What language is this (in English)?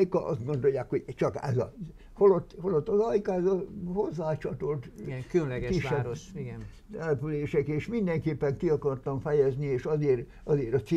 Hungarian